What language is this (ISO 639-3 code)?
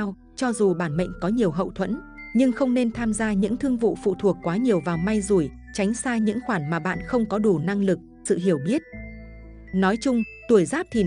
vie